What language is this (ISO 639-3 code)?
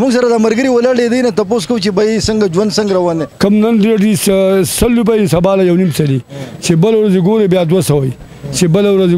pus